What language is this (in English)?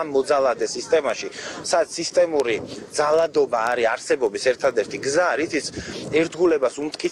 Georgian